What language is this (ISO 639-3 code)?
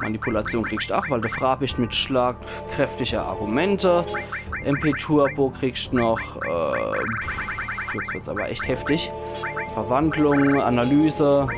pfl